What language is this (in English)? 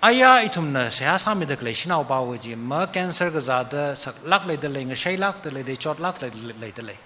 Tangkhul Naga (India)